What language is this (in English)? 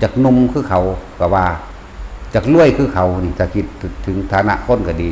Northeastern Thai